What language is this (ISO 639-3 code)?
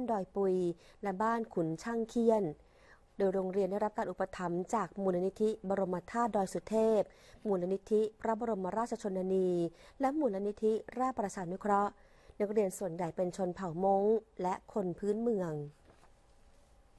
tha